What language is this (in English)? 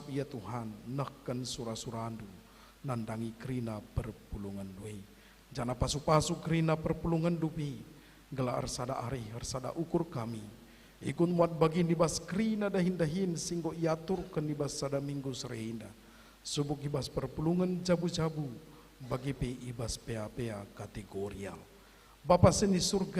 Batak Karo